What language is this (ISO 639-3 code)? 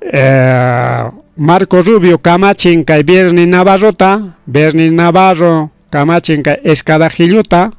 quy